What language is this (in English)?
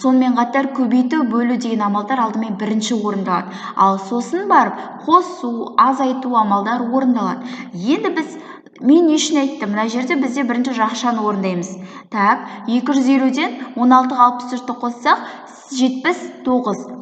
Kazakh